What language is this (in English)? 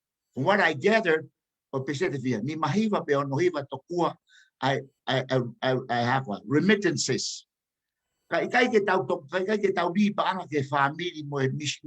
Tongan